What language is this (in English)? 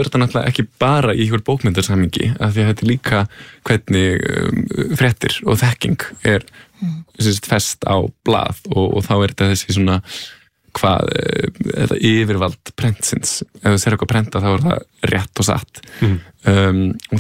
Icelandic